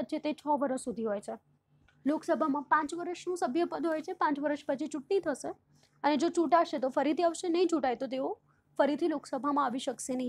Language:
Gujarati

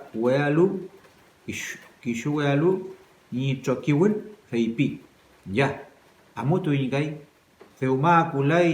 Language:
Mapuche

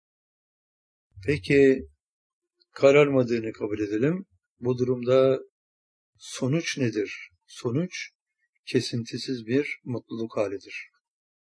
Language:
Turkish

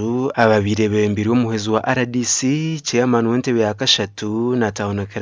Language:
Nyankole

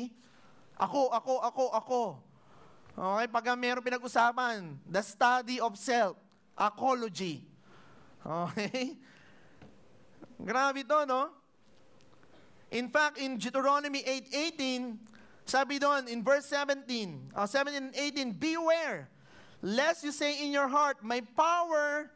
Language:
Filipino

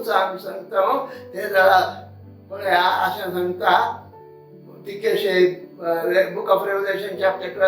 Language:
Konkani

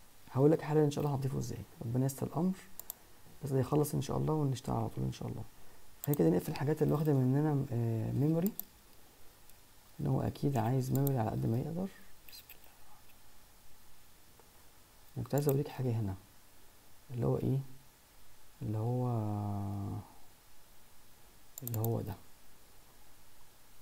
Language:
Egyptian Arabic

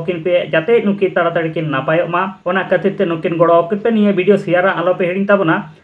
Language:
Santali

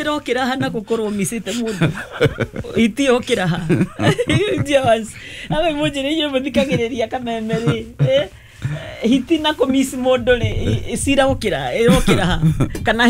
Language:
Kikuyu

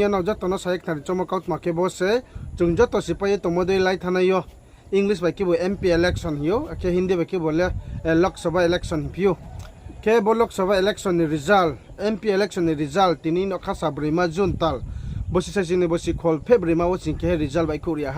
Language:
Riang (India)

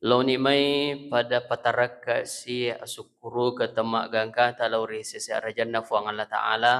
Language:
Buginese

